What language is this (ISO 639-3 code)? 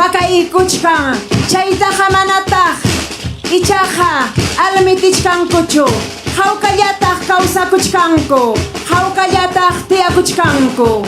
quy